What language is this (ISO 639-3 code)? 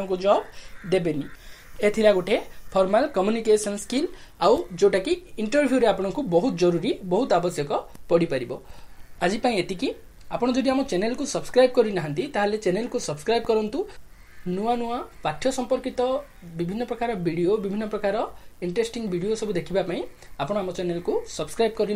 ori